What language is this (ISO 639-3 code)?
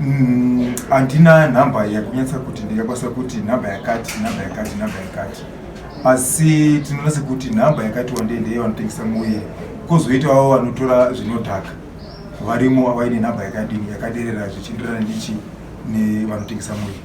sna